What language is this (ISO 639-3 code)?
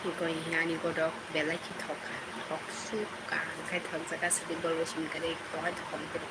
trp